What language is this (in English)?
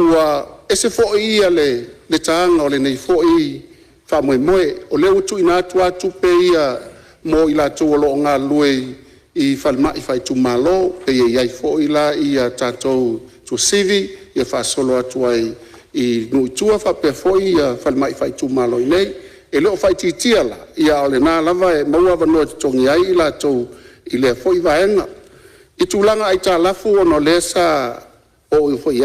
Samoan